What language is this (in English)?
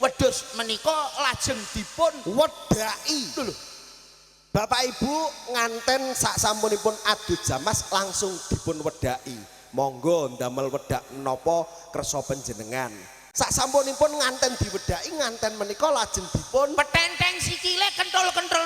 Javanese